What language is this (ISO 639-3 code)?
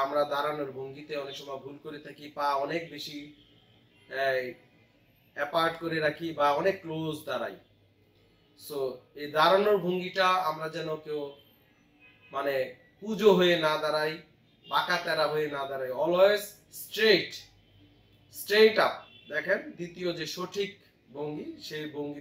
ben